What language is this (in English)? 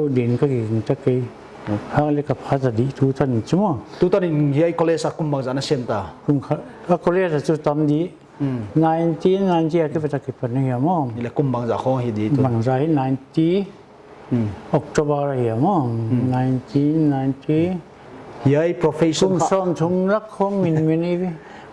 Paite Chin